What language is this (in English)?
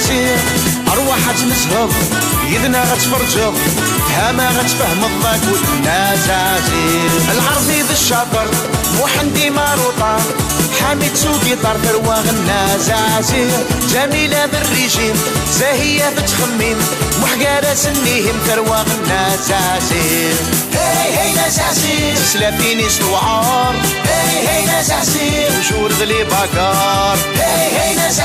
Kabyle